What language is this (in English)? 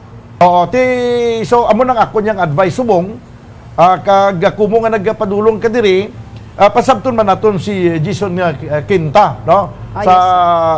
Hiligaynon